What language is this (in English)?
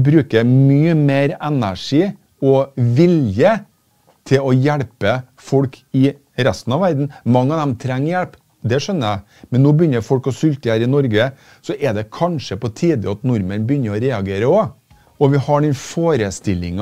Norwegian